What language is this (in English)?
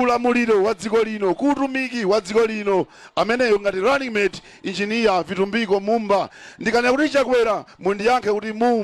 Nyanja